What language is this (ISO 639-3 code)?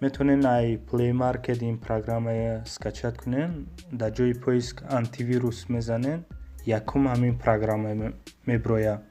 tgk